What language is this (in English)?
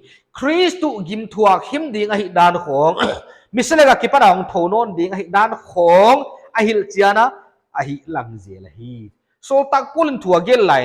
Paite Chin